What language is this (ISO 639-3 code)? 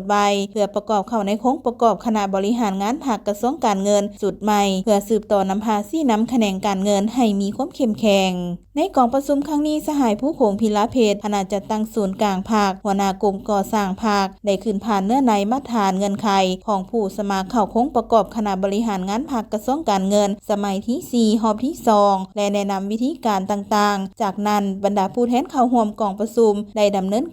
lao